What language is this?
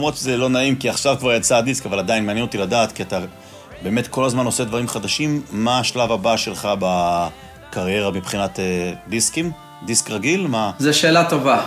Hebrew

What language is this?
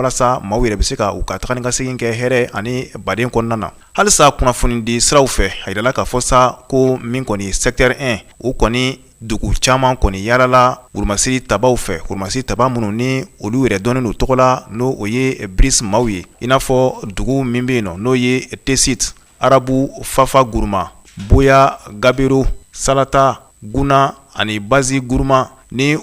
Bambara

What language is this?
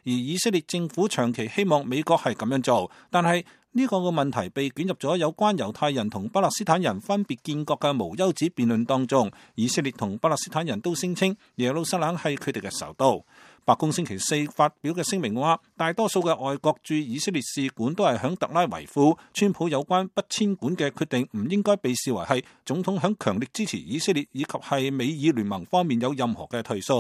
Cantonese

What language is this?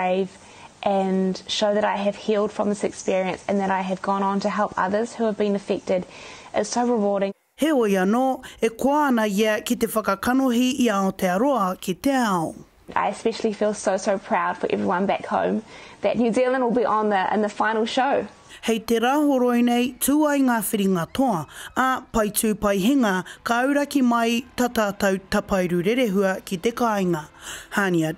Māori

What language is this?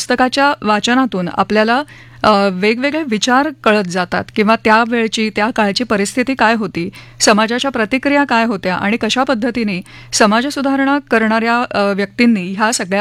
Marathi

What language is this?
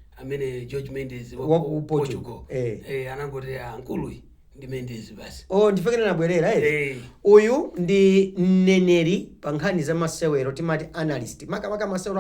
Nyanja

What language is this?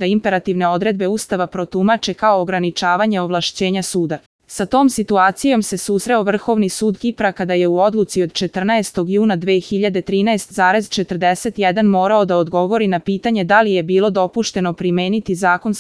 Serbian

